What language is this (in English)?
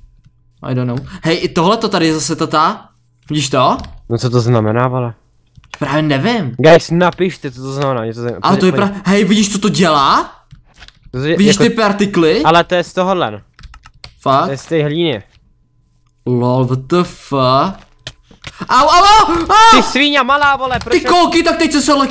Czech